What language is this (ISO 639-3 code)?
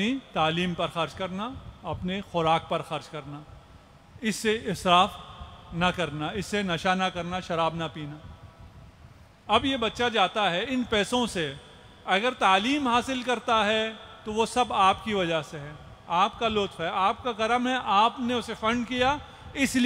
urd